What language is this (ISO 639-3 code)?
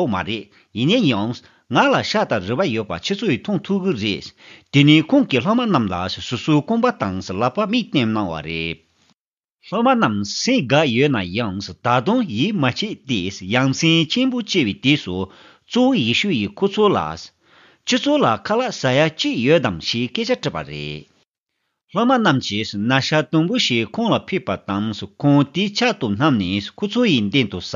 bod